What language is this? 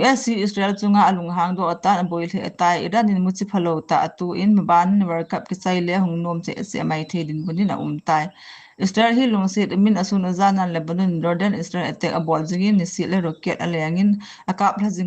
Thado Chin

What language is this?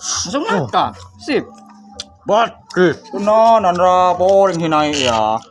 Madurese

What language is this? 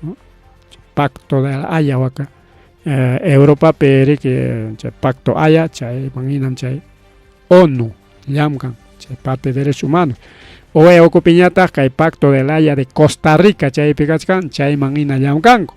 Ayacucho Quechua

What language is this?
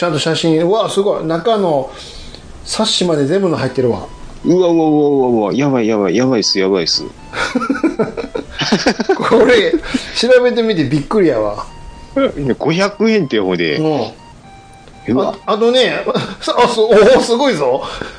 Japanese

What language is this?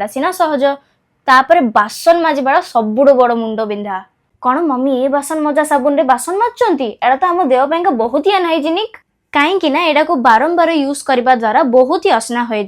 Odia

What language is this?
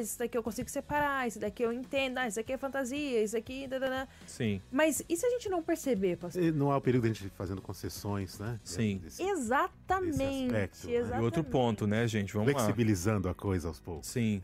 Portuguese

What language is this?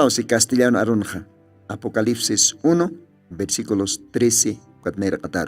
Aymara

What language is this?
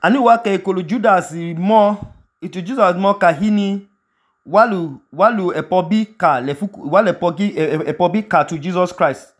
Idoma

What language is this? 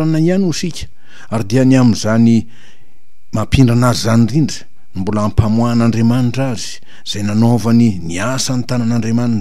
Malagasy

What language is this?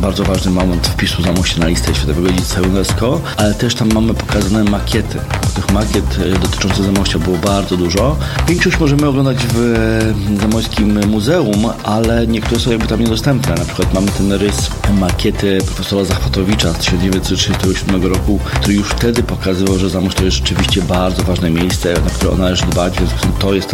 Polish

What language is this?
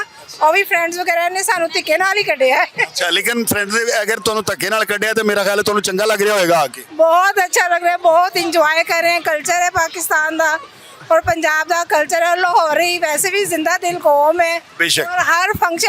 Western Panjabi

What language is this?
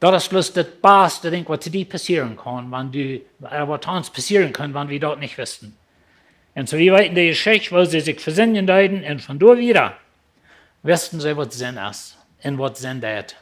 Plautdietsch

